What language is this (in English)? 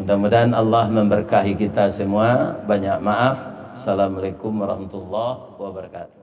Minangkabau